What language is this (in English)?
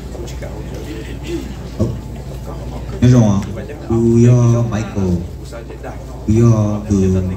Vietnamese